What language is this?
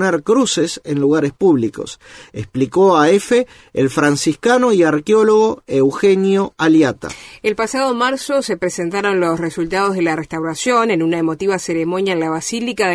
Spanish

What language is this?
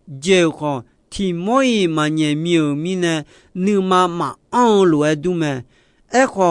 Akha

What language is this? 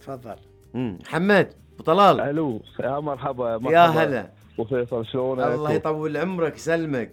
Gulf Arabic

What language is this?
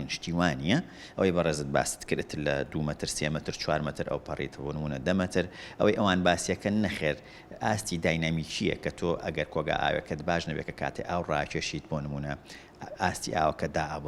Central Kurdish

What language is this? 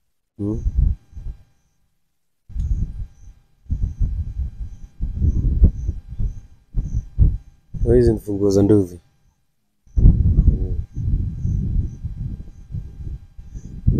Swahili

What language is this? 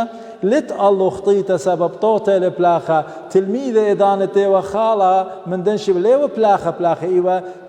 Assyrian Neo-Aramaic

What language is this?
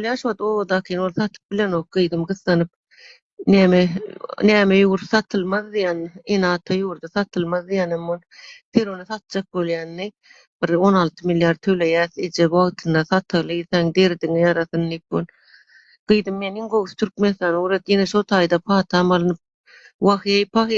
Turkmen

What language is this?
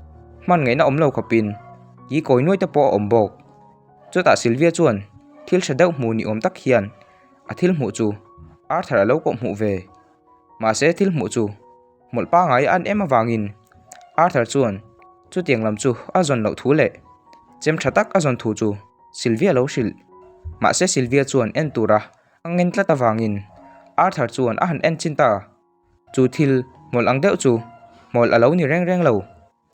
Mizo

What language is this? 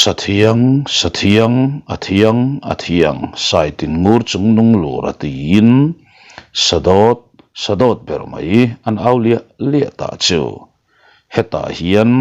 Mizo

